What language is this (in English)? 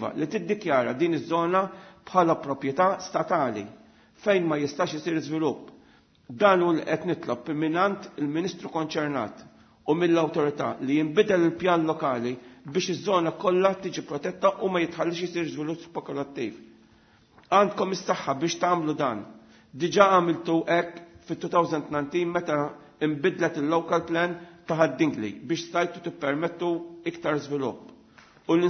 Maltese